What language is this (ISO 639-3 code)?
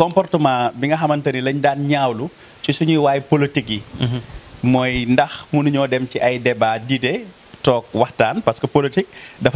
wol